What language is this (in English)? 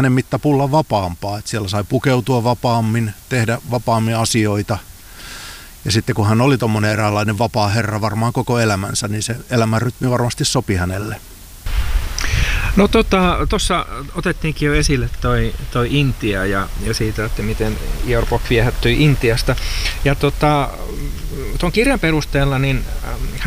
Finnish